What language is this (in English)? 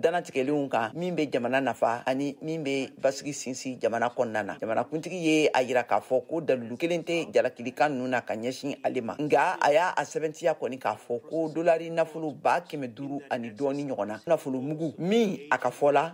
Bambara